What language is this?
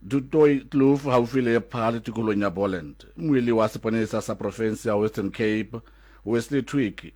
Southern Sotho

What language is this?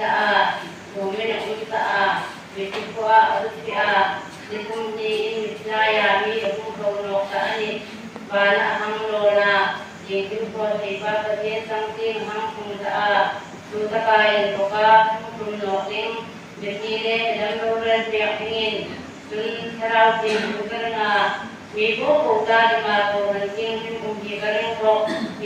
Hmar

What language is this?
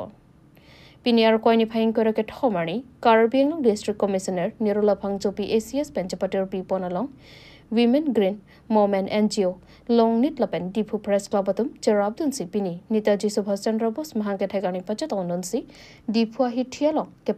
Karbi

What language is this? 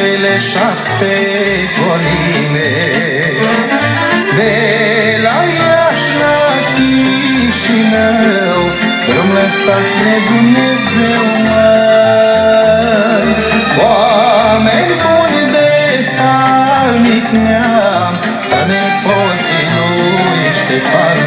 Romanian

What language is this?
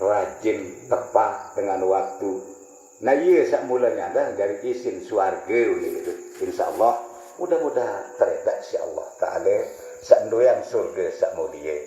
Sasak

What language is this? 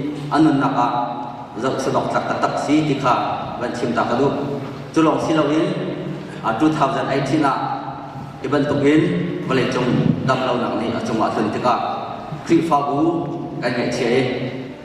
Hakha Chin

